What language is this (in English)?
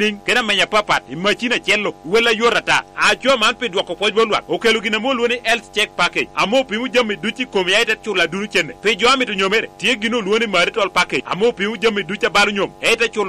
Lango (Uganda)